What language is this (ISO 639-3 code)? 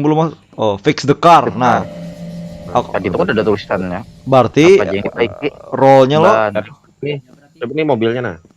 bjn